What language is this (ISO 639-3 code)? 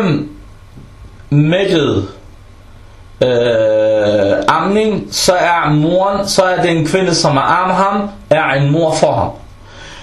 dan